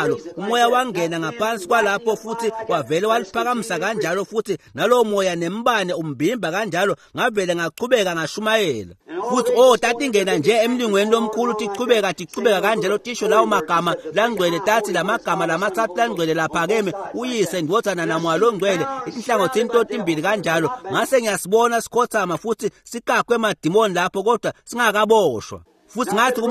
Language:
Swati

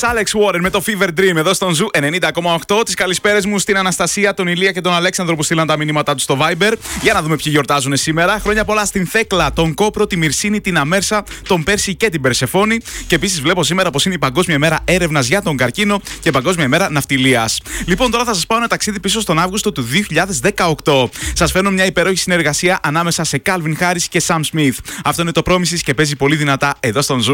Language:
Greek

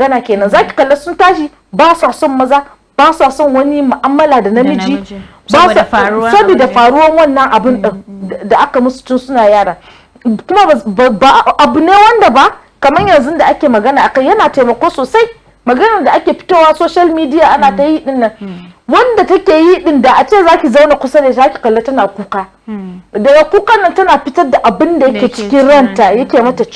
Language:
Hausa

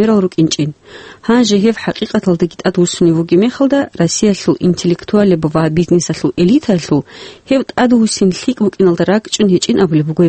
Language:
Avaric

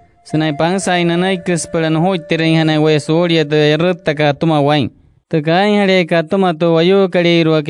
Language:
Wayuu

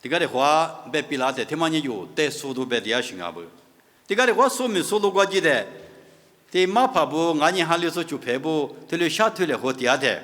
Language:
Lisu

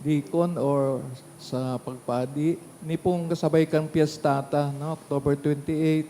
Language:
Bikol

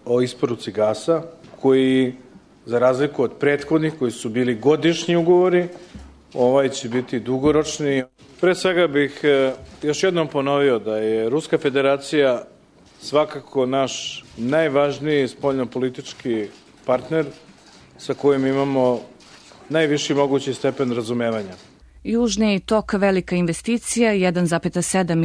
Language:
Serbian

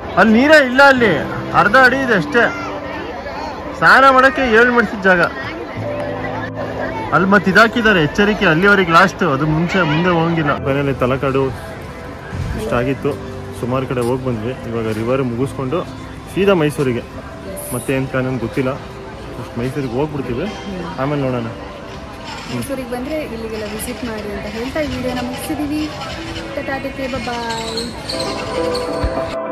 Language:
Kannada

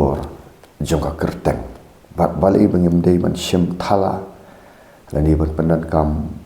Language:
Khasi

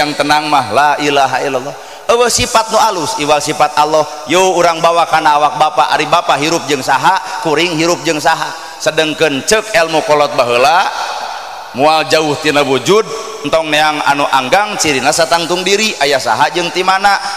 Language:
Sundanese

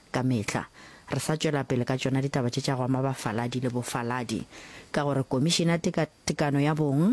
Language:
Northern Sotho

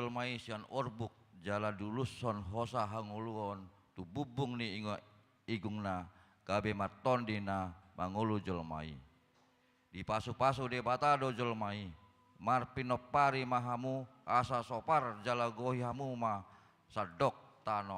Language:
Batak Toba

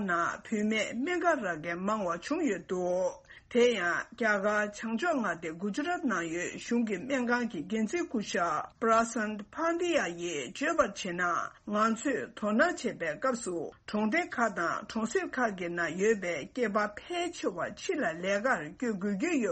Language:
Tibetan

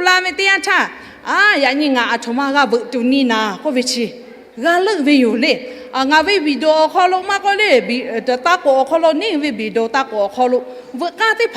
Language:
Lahu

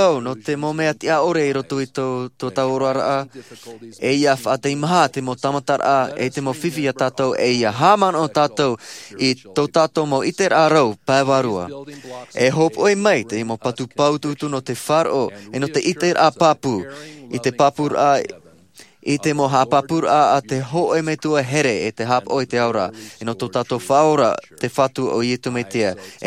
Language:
Tahitian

